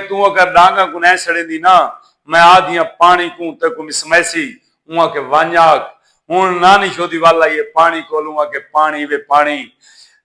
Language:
Saraiki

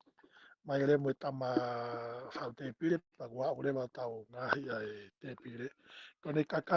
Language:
Tongan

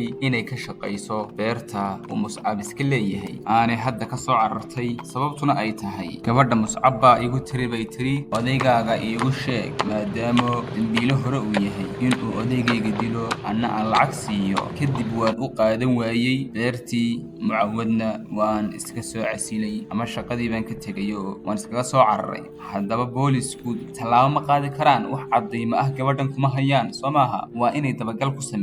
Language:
Somali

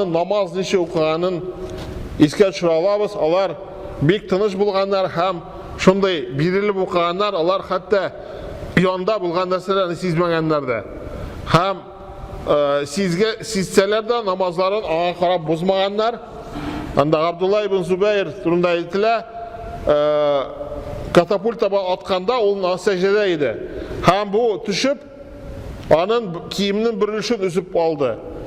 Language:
Tatar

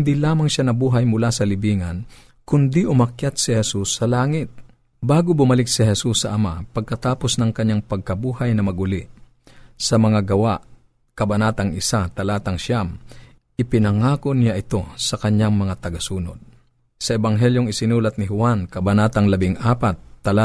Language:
Filipino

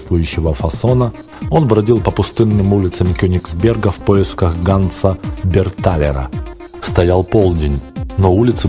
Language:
Russian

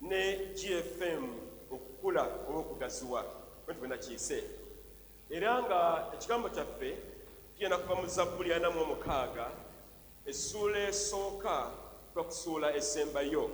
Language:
Ganda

